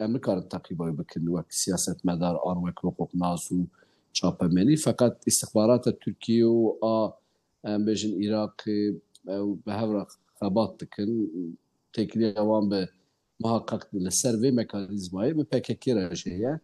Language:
Kurdish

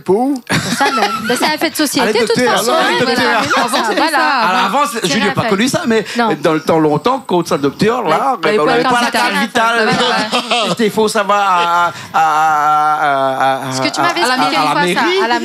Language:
Réunion Creole French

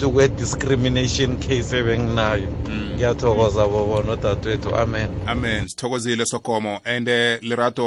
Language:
South Ndebele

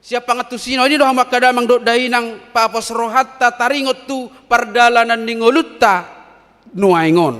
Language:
Batak Toba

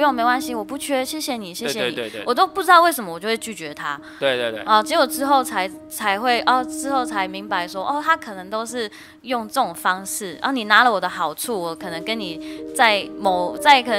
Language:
Chinese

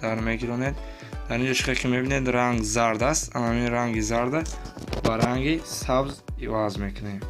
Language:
Tajik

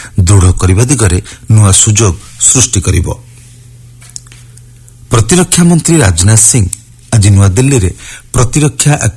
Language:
Odia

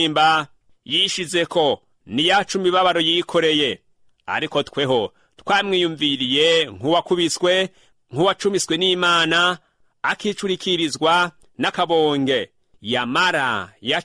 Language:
Rundi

